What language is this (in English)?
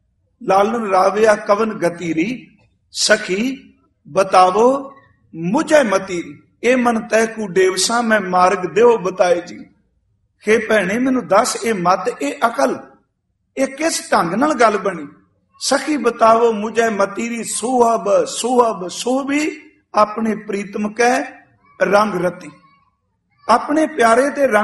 Punjabi